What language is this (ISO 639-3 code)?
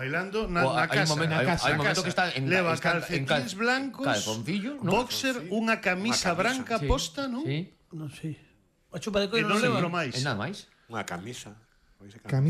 glg